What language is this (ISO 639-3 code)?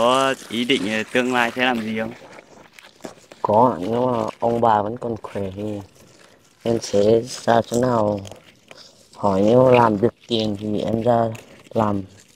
vie